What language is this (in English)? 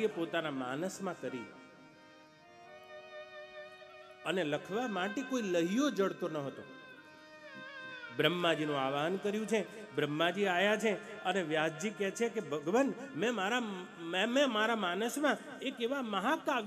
Gujarati